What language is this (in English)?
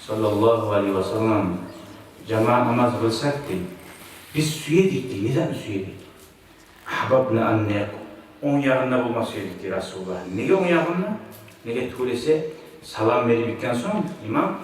Kumyk